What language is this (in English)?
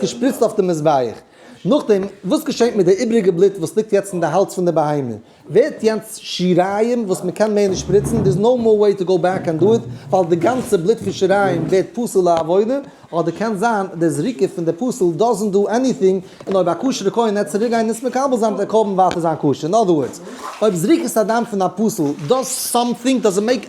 Yiddish